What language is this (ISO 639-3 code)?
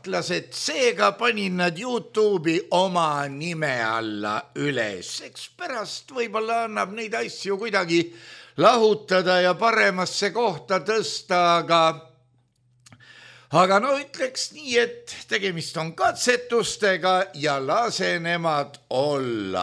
est